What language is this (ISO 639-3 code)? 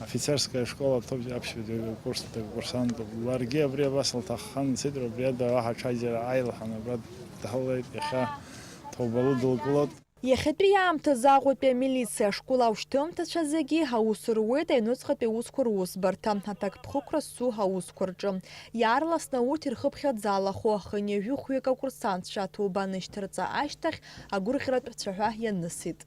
abk